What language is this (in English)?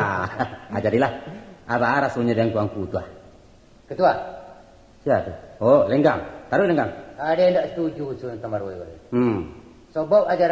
Minangkabau